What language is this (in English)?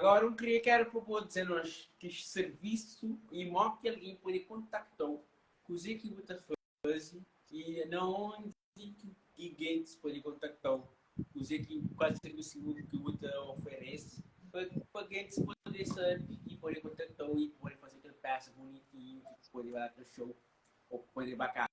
Kabuverdianu